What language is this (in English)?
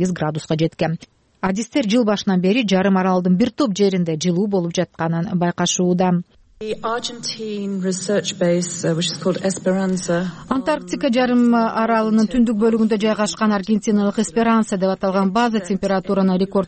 Kyrgyz